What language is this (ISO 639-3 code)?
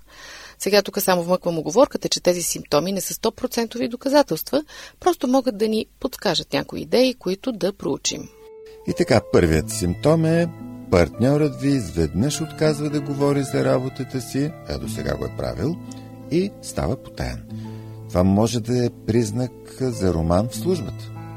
bul